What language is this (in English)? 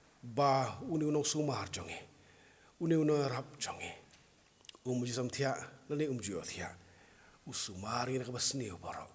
Khasi